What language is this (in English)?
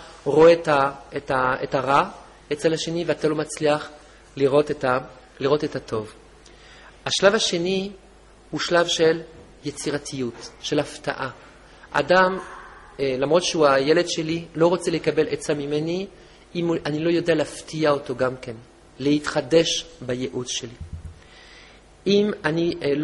Hebrew